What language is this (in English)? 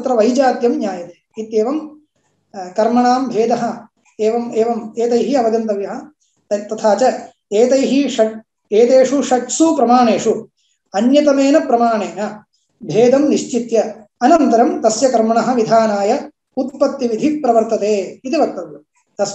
Sanskrit